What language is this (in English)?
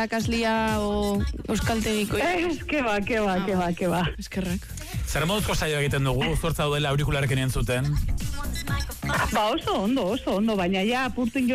Basque